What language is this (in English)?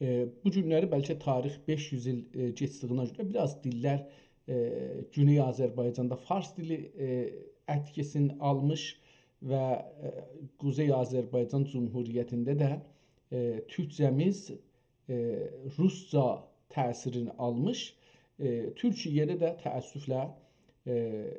South Azerbaijani